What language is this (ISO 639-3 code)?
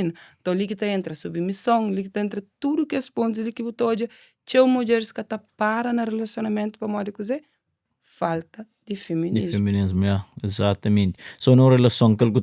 kea